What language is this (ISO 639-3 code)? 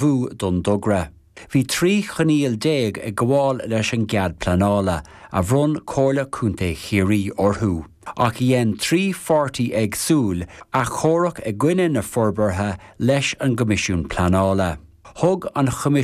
gle